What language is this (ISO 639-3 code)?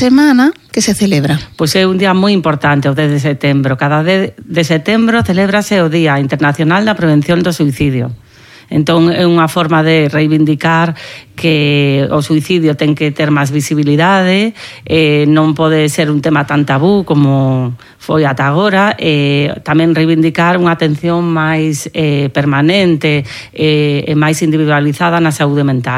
glg